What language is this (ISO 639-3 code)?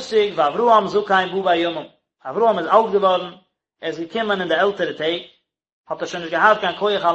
yid